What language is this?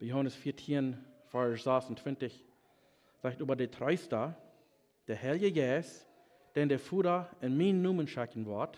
Plautdietsch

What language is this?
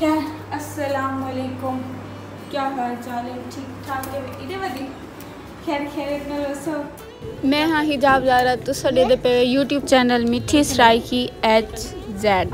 Saraiki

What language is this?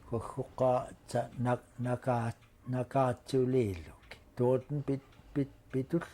Central Yupik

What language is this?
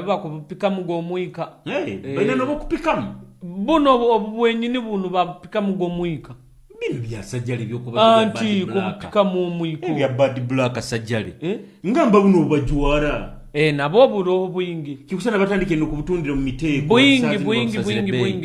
Nyoro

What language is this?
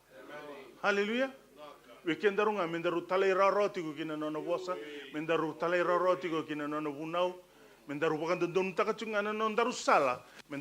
Fijian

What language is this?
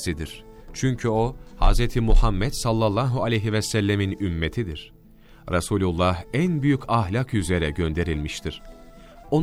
Turkish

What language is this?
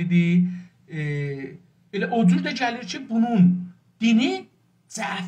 South Azerbaijani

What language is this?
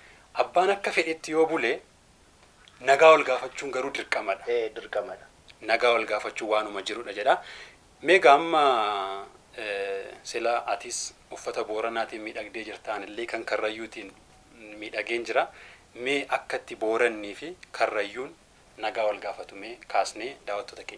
Oromo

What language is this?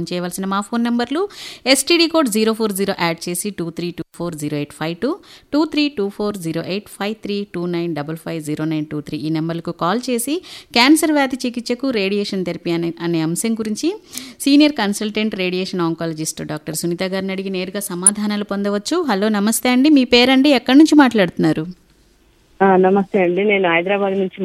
Telugu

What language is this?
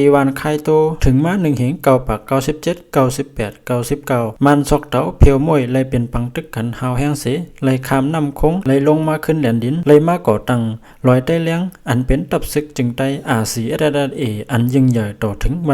Lao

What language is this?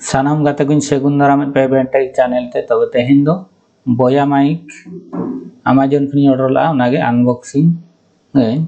Santali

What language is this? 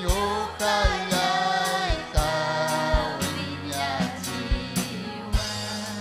Ayacucho Quechua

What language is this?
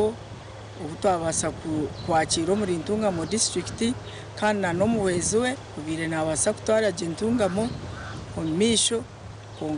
Nyankole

